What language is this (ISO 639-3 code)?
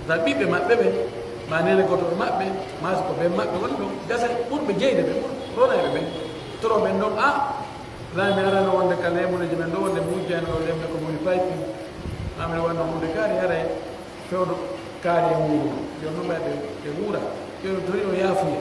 fuf